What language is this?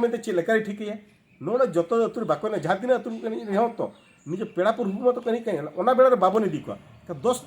Santali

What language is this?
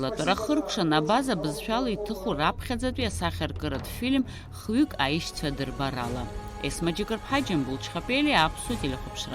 Abkhazian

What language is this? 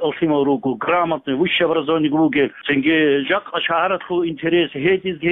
Avaric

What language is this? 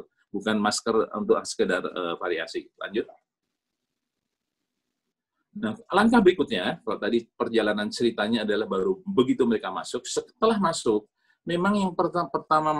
Indonesian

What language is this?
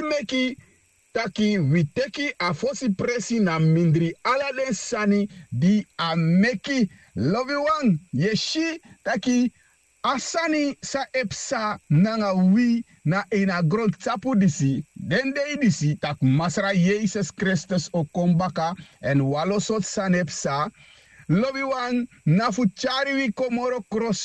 Sranan Tongo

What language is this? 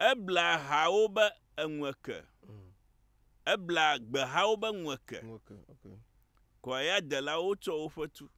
Ewe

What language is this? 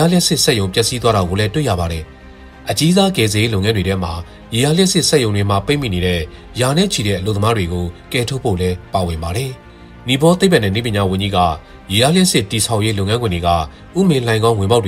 Burmese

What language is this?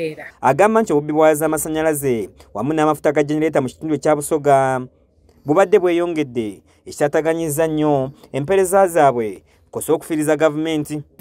Ganda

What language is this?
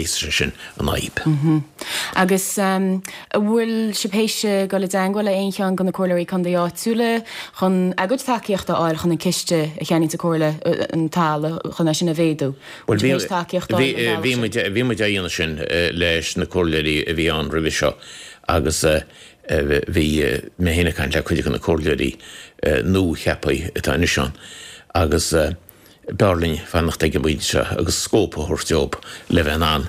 Irish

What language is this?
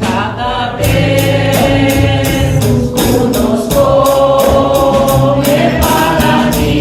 Papiamento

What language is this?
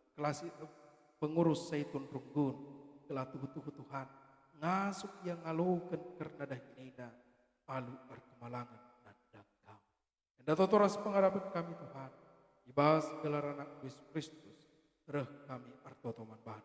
Batak Karo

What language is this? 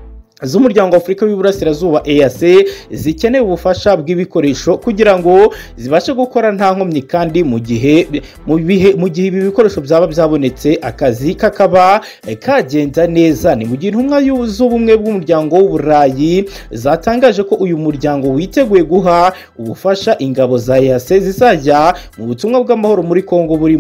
Kinyarwanda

